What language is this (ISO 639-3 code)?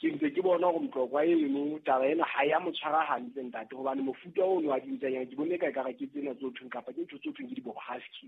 sot